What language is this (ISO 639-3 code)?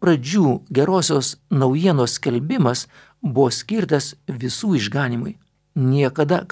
lit